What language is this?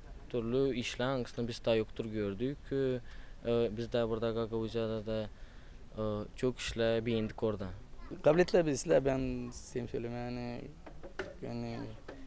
Gagauz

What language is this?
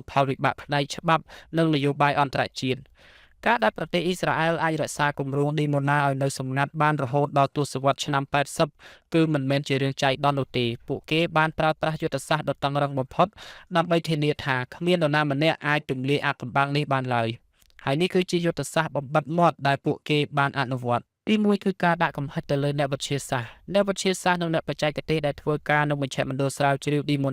Khmer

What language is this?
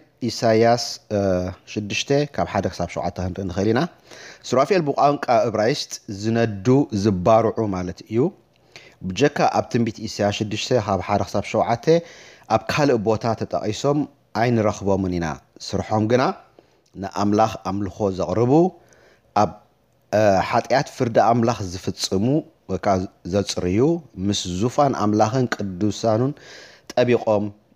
Tigrinya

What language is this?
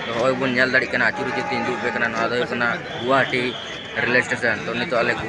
Santali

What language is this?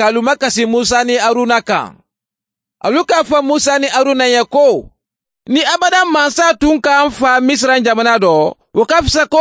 Bambara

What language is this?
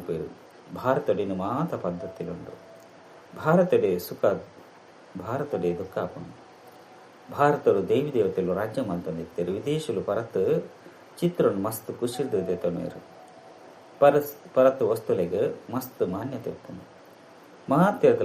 Tulu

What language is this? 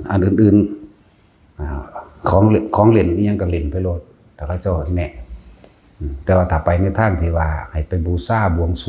Northeastern Thai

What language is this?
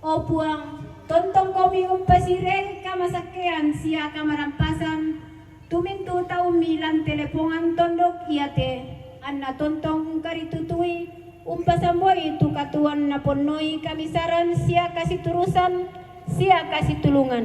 Toraja-Sa'dan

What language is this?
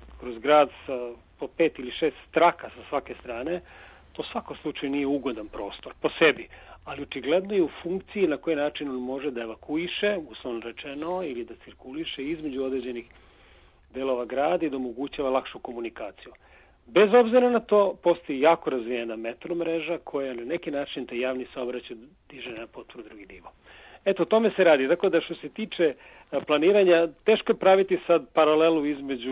Serbian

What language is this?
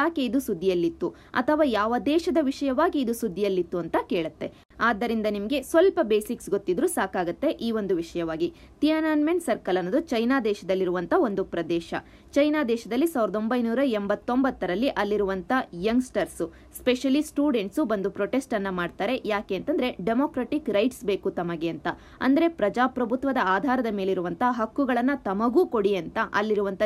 Kannada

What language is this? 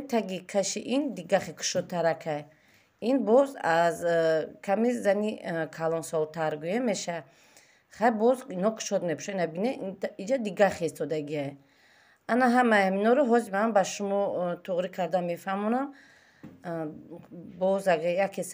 Tajik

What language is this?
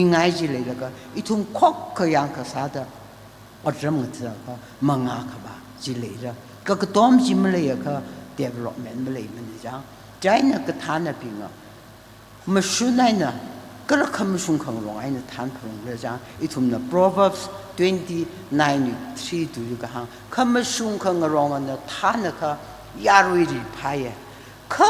Tangkhul Naga (India)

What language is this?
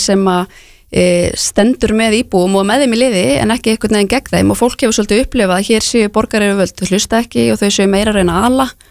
Icelandic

